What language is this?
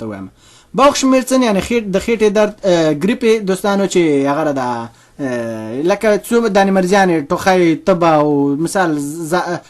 Pashto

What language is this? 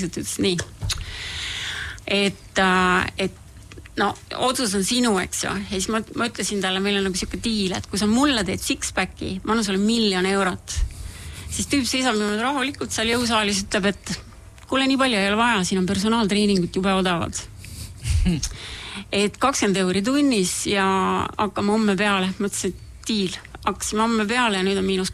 Estonian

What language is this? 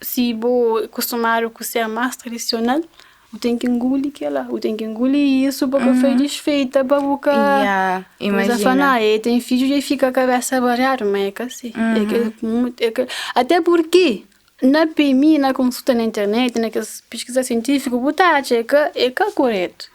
Kabuverdianu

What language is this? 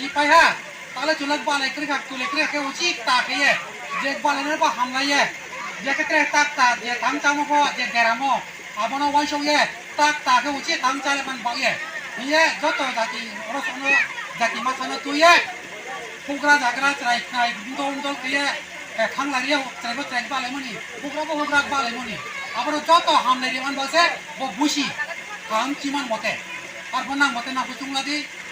Riang (India)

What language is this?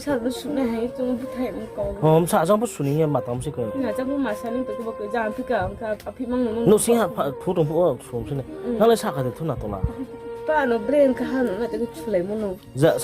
Riang (India)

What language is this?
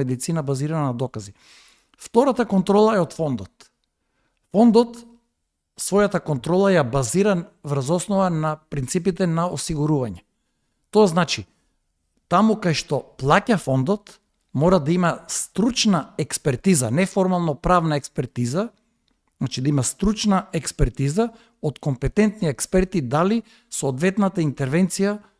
Macedonian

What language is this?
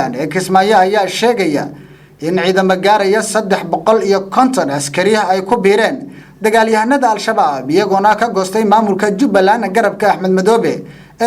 Somali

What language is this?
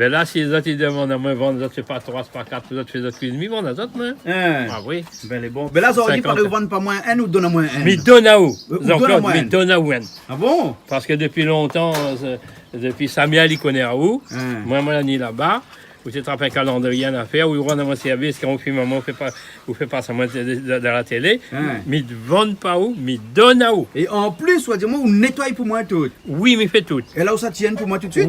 Réunion Creole French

